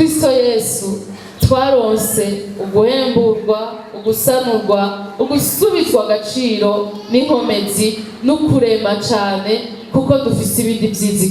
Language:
Rundi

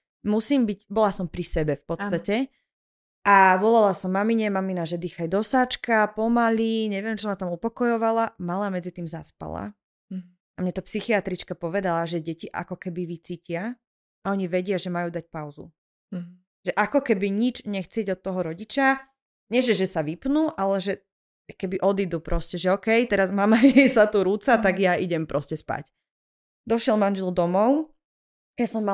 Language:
Slovak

